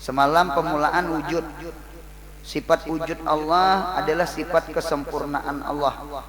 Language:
Banjar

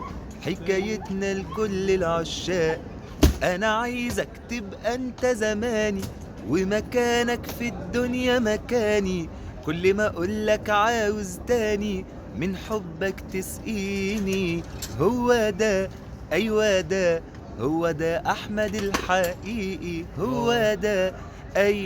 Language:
Egyptian Arabic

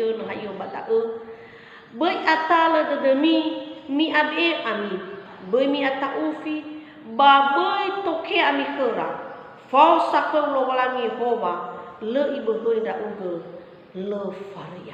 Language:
Nias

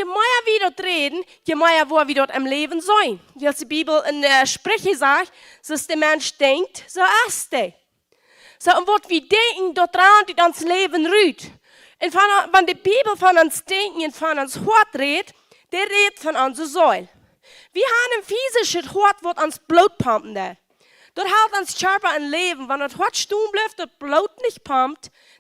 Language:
Plautdietsch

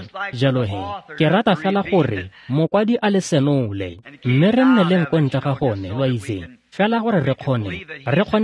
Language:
Tswana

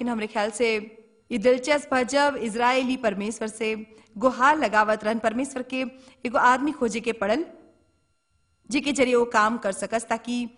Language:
Bhojpuri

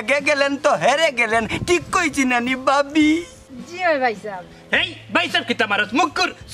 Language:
Sylheti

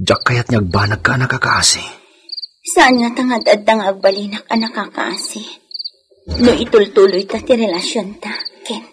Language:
Iloko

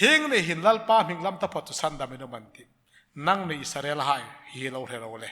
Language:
Hmar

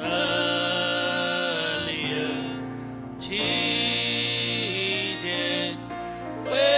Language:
Marshallese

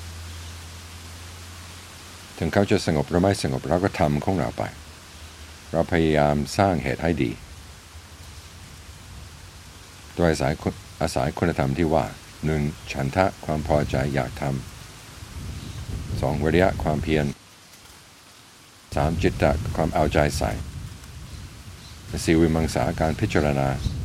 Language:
Thai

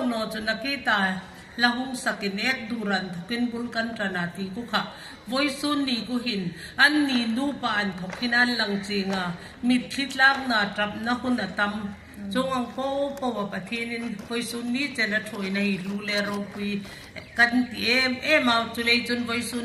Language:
Hmar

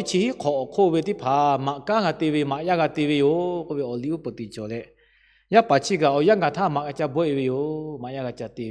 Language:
Lahu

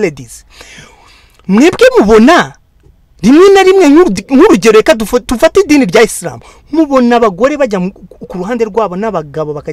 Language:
Kinyarwanda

